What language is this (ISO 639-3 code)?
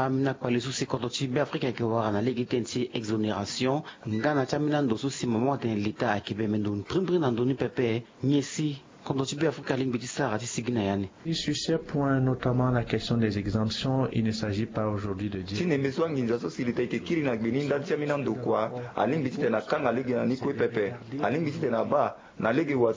sag